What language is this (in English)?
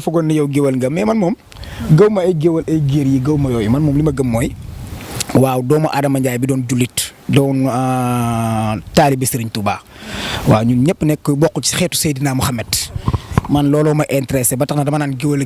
Wolof